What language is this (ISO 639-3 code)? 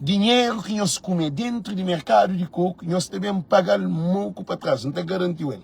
kea